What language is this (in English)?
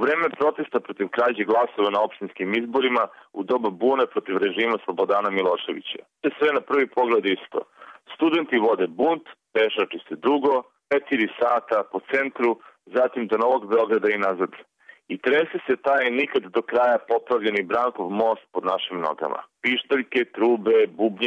Serbian